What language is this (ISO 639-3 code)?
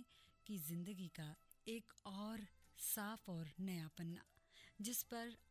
hin